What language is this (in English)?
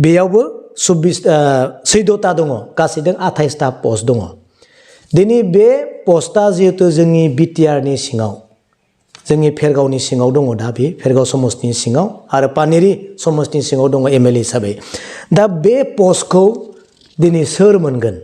Bodo